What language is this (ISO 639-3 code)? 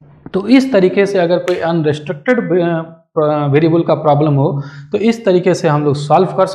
hin